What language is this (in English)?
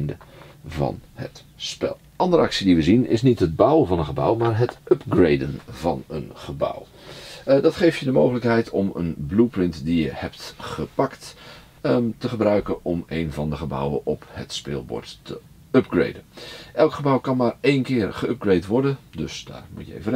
Dutch